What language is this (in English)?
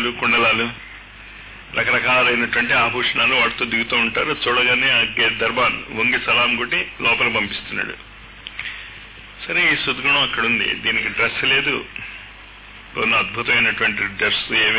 Telugu